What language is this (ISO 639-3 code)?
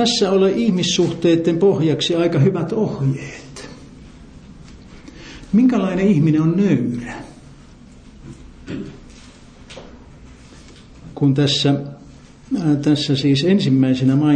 fin